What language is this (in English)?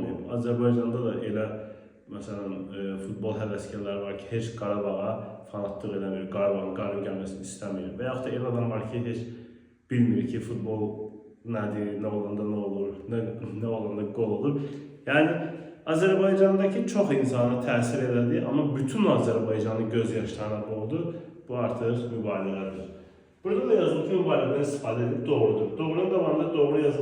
Azerbaijani